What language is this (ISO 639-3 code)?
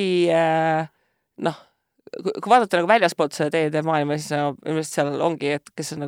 est